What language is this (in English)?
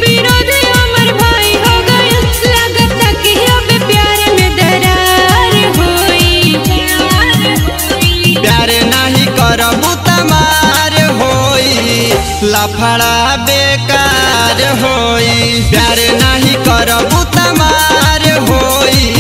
Bhojpuri